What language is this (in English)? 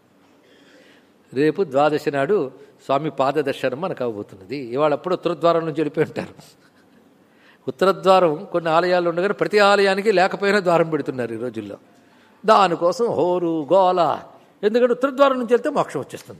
Telugu